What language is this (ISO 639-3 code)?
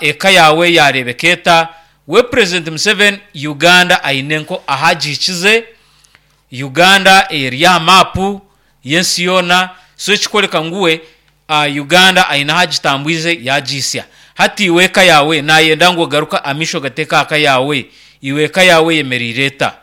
nyn